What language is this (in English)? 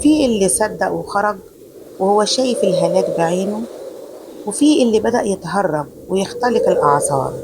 Egyptian Arabic